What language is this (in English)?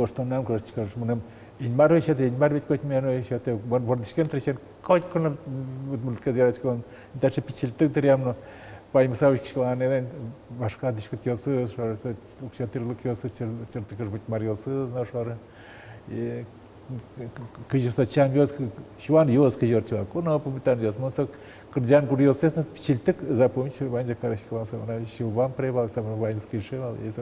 Udmurt